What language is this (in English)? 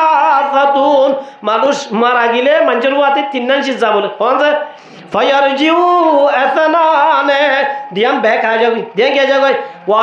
Rohingya